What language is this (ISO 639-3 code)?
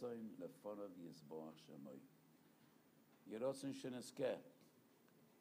heb